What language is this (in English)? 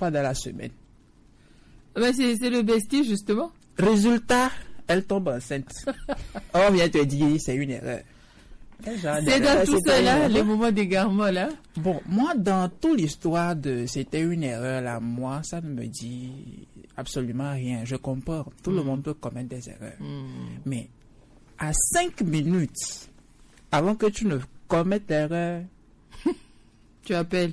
French